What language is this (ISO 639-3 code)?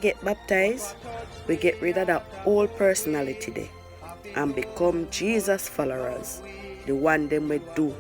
jam